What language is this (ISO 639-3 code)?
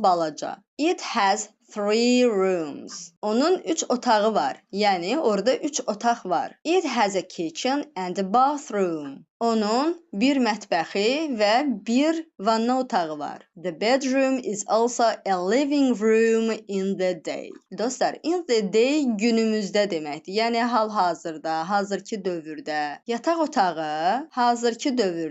aze